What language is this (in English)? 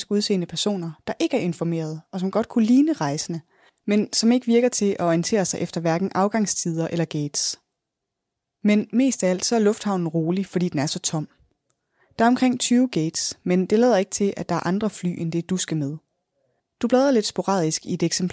Danish